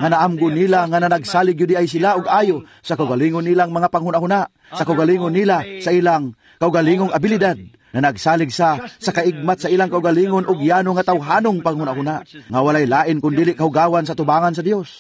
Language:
Cebuano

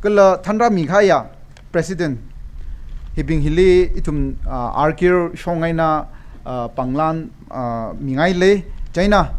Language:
Tangkhul Naga (India)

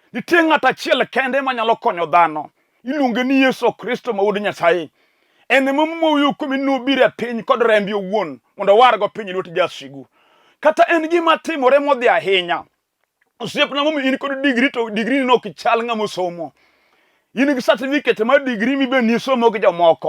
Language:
Luo (Kenya and Tanzania)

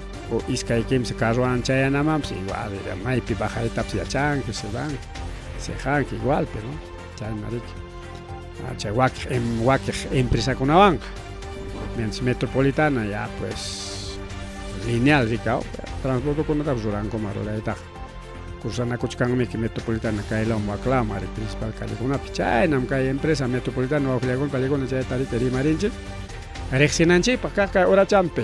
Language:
Ayacucho Quechua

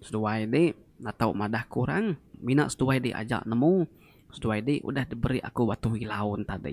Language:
Iban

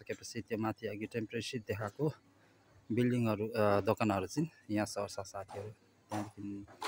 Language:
Nepali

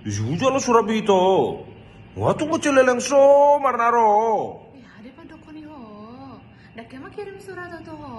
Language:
Batak Toba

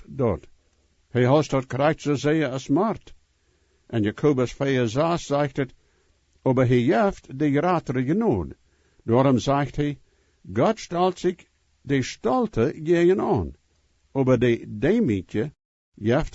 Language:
Plautdietsch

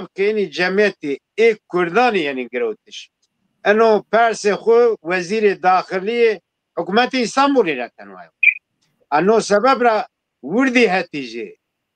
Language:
Zaza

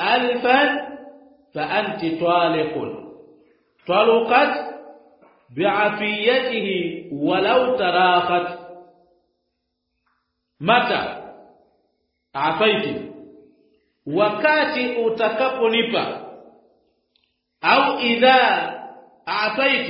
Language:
Swahili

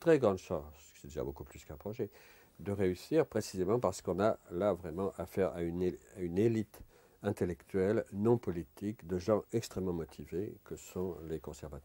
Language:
French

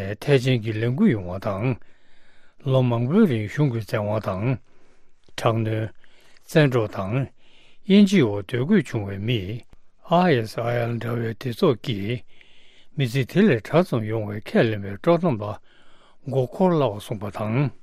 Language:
Tibetan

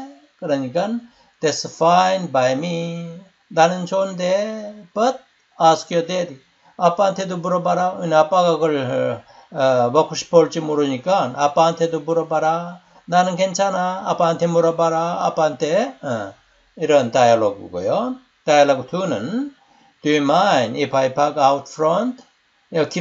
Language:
Korean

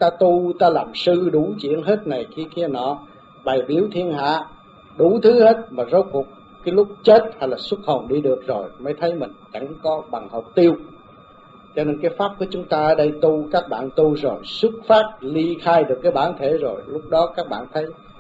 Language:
Vietnamese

